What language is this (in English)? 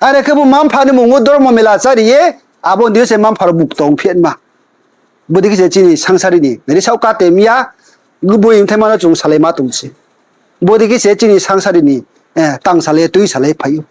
Riang (India)